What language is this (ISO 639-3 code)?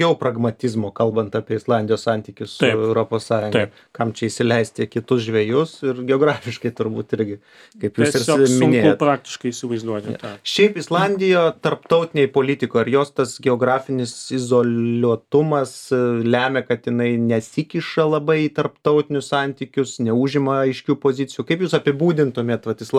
lit